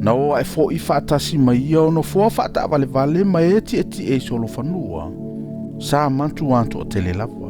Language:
Samoan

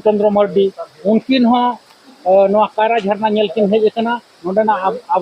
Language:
Santali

